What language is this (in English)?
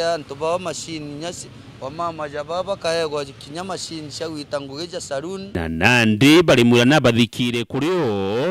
Meru